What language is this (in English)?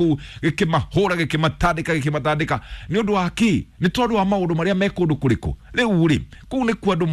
Kikuyu